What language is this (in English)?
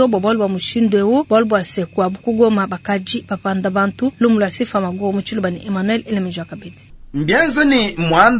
Luba-Lulua